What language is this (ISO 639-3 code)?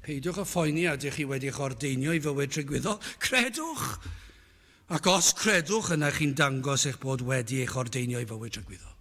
cym